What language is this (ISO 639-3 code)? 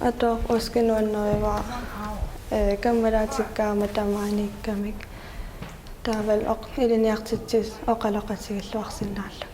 kal